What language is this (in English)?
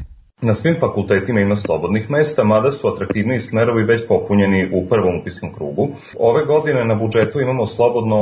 Serbian